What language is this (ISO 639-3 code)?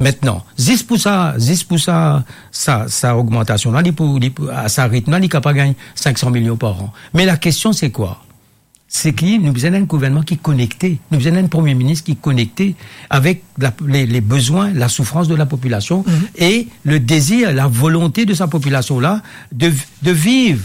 mfe